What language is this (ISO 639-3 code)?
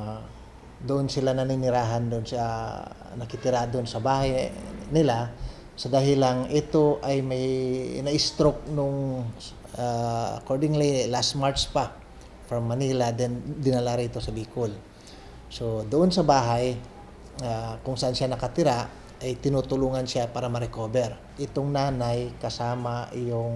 bik